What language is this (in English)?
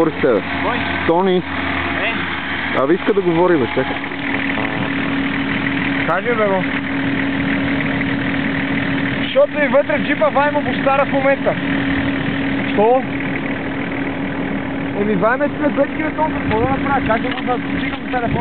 Bulgarian